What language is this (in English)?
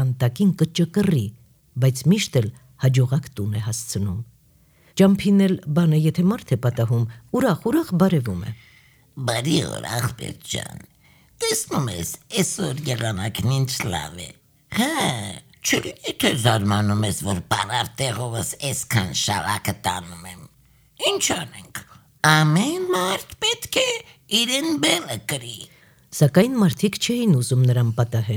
Armenian